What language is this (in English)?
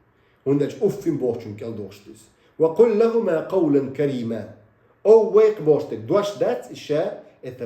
Chechen